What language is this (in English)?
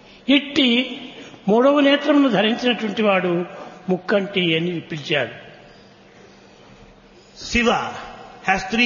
Telugu